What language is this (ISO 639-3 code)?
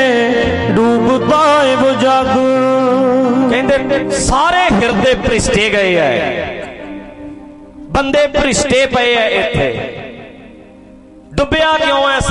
pan